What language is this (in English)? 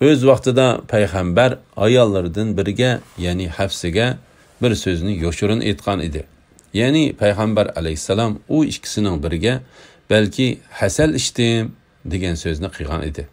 Uyghur